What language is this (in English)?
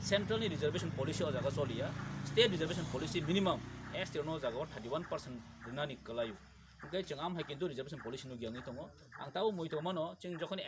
Kok Borok